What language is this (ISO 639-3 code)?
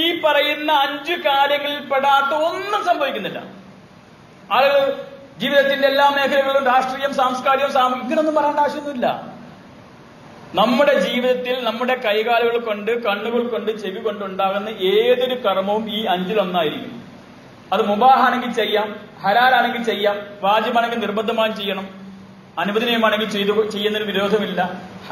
mal